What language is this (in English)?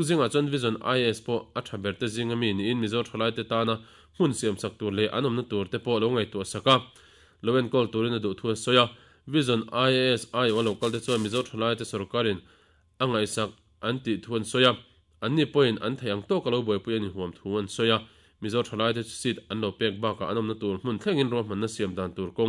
Mizo